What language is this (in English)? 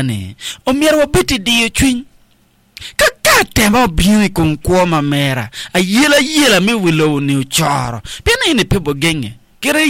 Acoli